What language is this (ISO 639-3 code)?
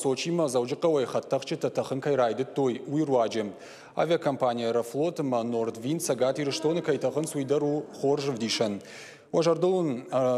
oss